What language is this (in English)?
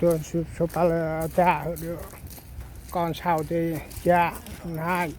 Central Mnong